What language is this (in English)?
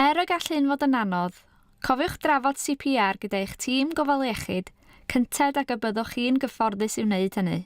Welsh